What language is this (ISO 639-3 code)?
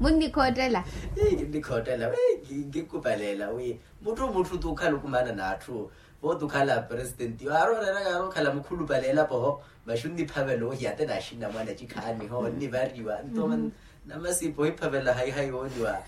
vmw